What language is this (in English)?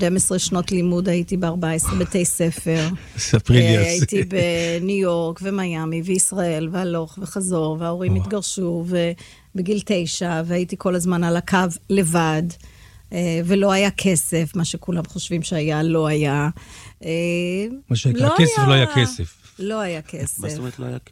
Hebrew